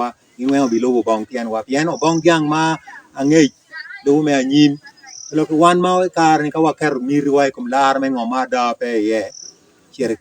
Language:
Acoli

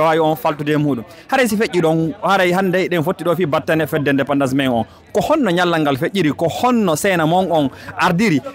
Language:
Fula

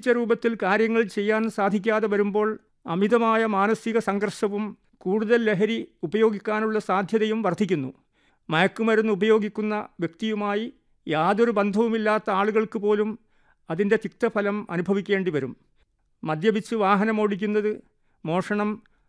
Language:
Malayalam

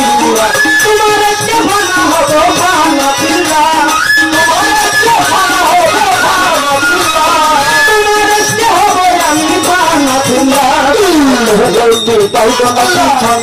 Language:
Bangla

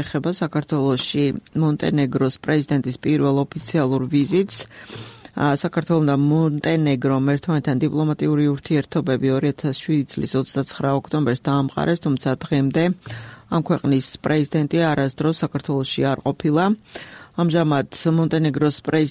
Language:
Georgian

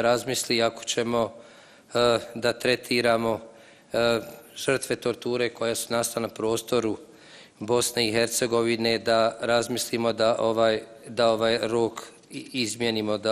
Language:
Bosnian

